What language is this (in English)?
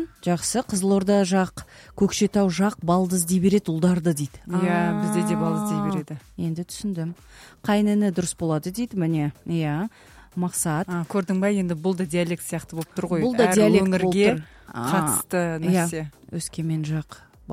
Kazakh